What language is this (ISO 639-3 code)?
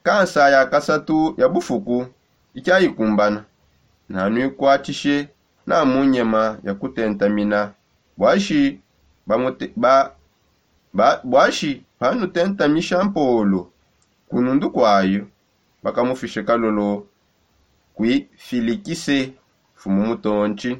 sop